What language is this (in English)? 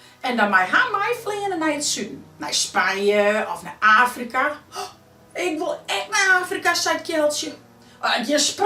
Western Frisian